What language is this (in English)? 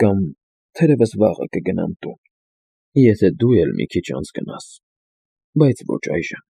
Armenian